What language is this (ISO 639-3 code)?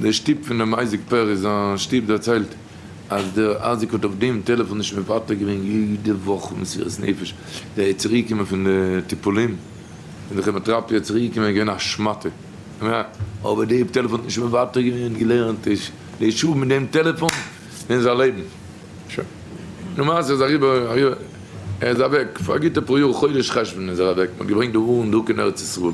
yid